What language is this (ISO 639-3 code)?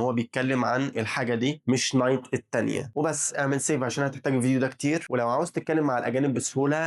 arz